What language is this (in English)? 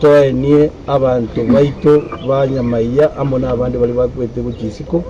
Gusii